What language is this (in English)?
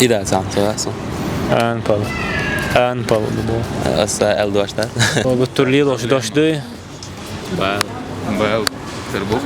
Chechen